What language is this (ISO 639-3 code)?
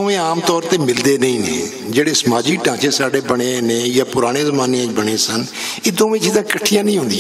lah